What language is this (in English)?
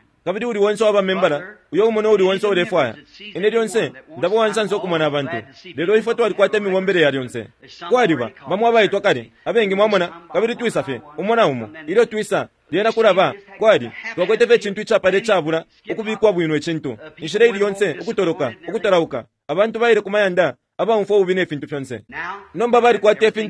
Bemba